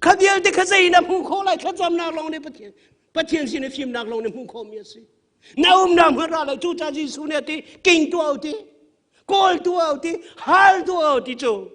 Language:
Hakha Chin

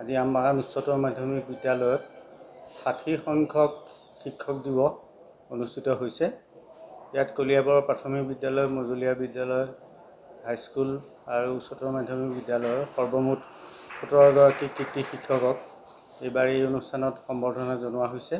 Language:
Assamese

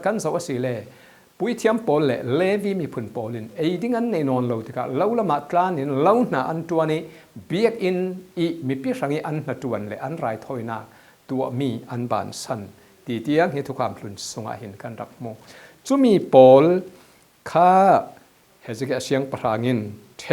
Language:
Falam Chin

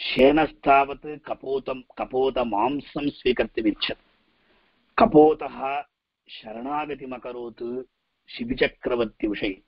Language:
Sanskrit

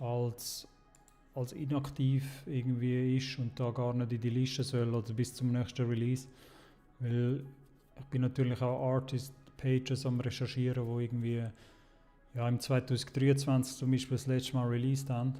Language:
Swiss German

